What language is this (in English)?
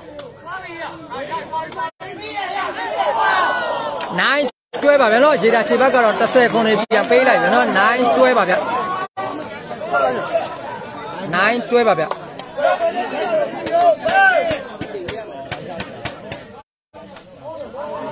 Burmese